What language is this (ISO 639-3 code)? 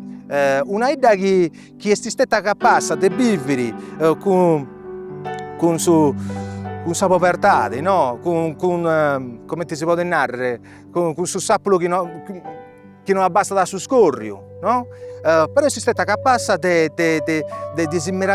srd